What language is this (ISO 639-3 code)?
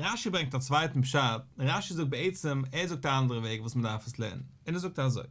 yid